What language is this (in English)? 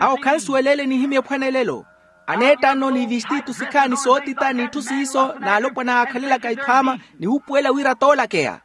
Makhuwa